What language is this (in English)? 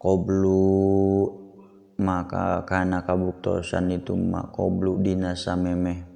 Sundanese